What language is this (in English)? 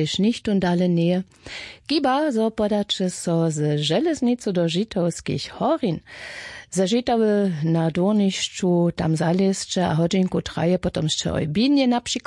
Upper Sorbian